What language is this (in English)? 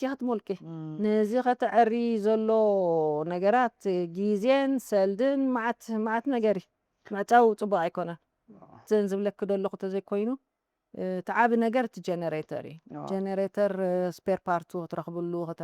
Tigrinya